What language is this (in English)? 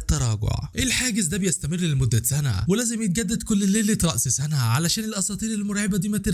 Egyptian Arabic